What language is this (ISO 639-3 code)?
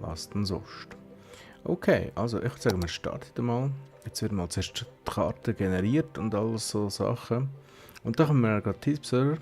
gsw